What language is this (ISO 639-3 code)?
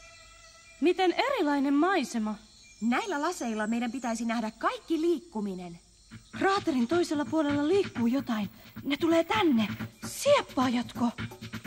fin